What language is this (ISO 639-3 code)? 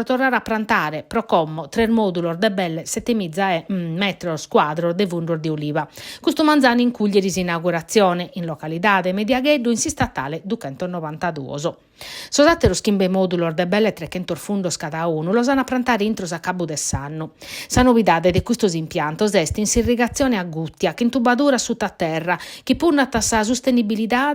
srd